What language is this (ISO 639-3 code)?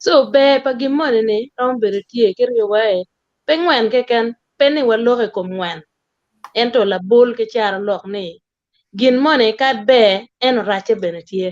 ach